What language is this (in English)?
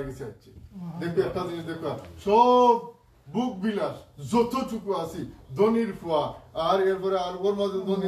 Sylheti